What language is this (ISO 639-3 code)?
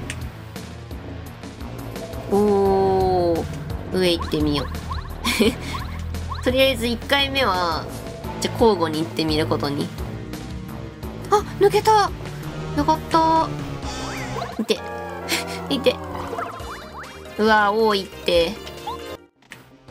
jpn